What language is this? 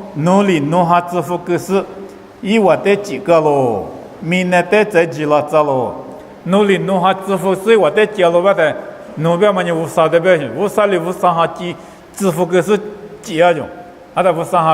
Lisu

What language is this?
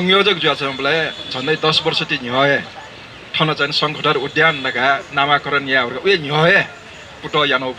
Newari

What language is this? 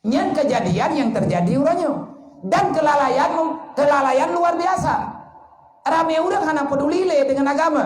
Achinese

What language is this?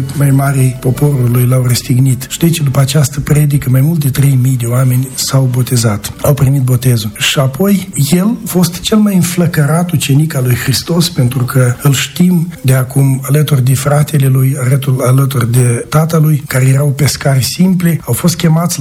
Romanian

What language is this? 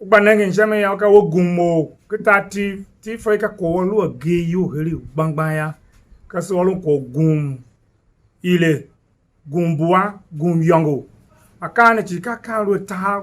Tiv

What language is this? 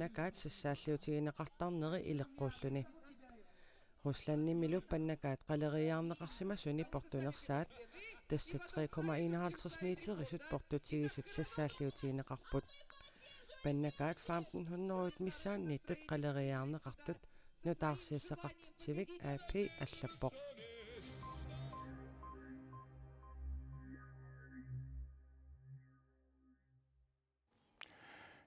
Kalaallisut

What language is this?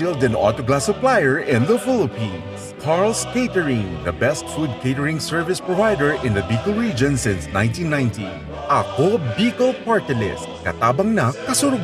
Bikol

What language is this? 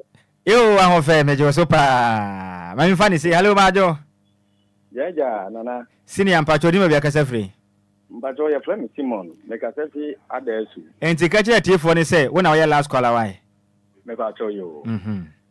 Akan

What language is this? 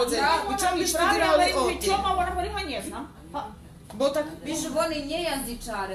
Rusyn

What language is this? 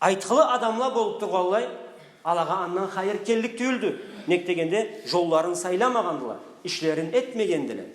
Karachay-Balkar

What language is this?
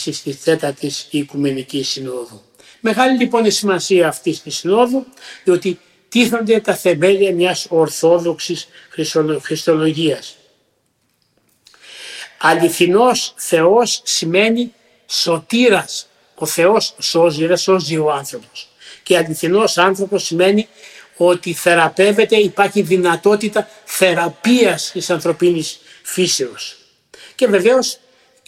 Greek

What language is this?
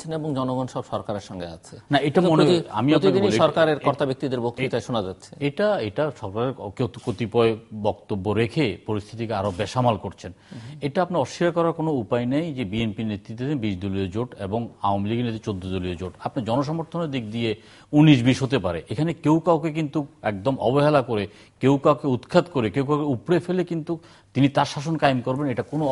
Bangla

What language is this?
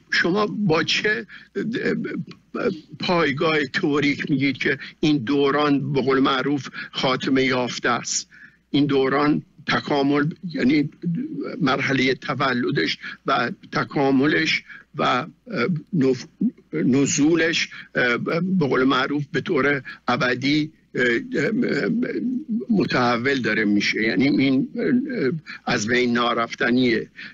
Persian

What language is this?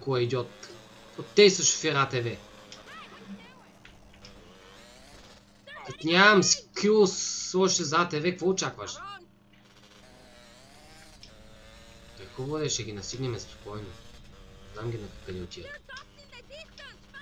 Bulgarian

